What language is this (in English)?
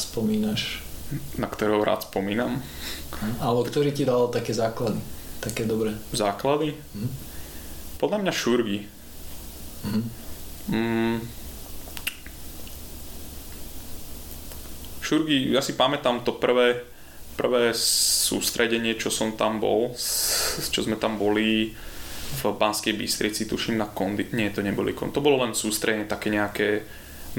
Slovak